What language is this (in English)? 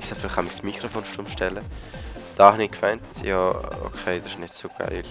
Swiss German